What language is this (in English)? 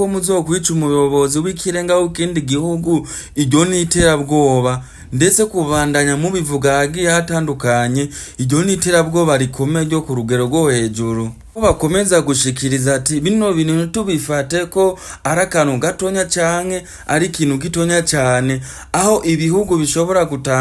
Rundi